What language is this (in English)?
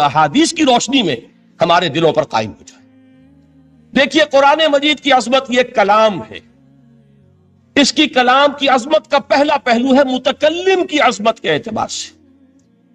Urdu